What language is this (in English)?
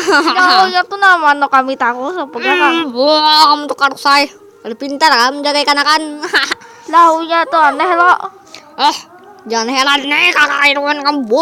Banjar